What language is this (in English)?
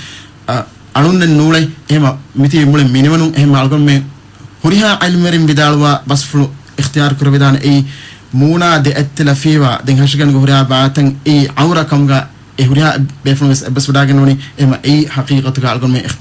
Divehi